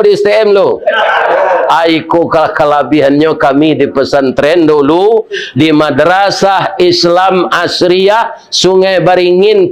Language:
Minangkabau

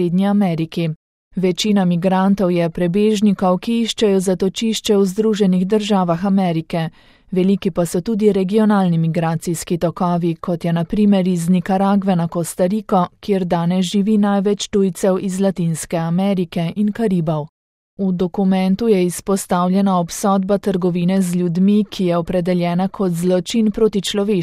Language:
Slovenian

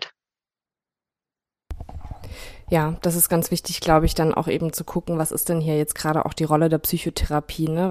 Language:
German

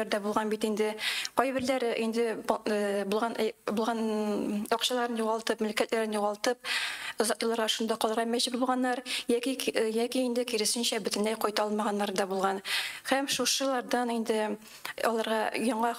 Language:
Tatar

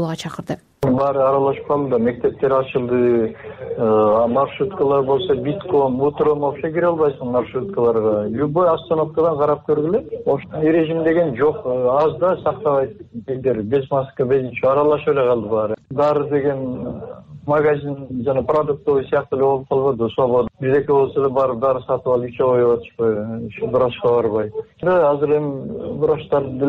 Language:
Kyrgyz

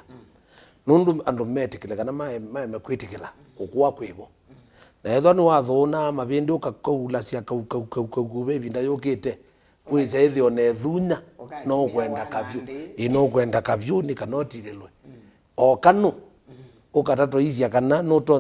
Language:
Kamba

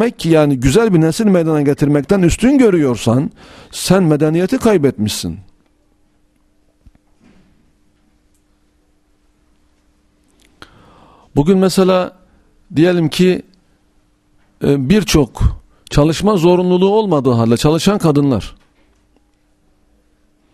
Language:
Turkish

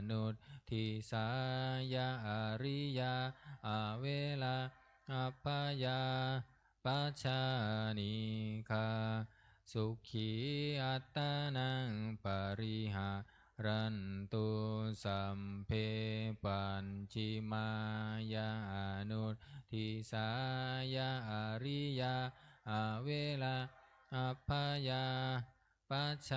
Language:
Pali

